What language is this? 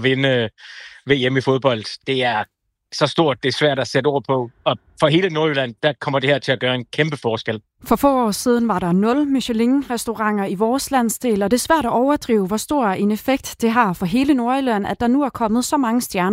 Danish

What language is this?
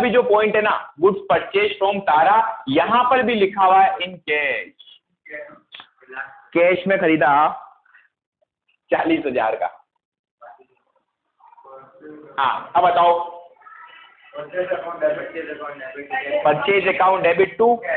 Hindi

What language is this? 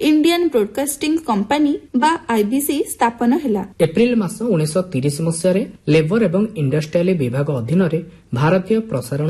Odia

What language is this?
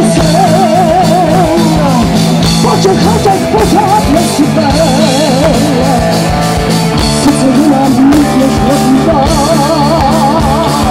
Czech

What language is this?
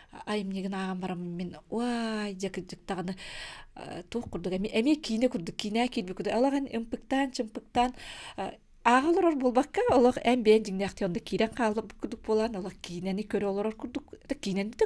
Yakut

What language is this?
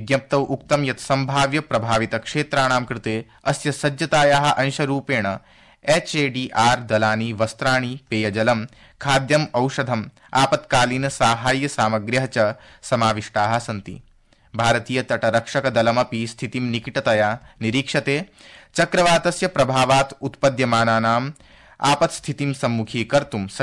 Sanskrit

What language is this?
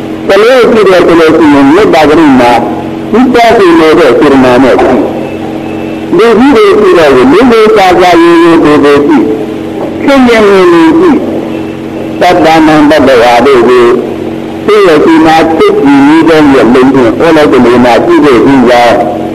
Burmese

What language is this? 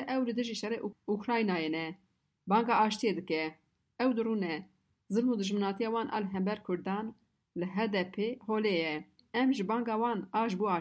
Kurdish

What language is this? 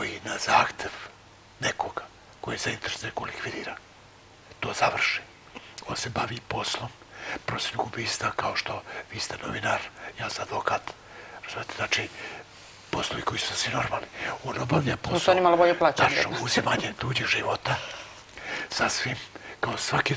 Serbian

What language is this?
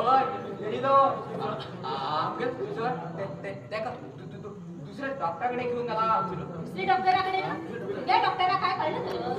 Konkani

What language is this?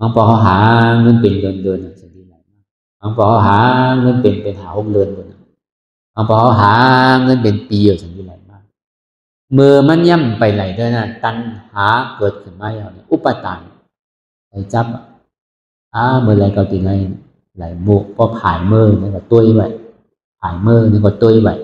Shan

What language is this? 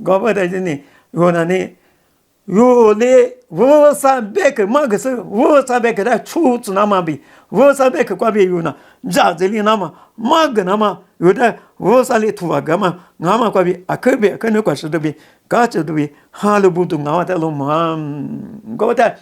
Lisu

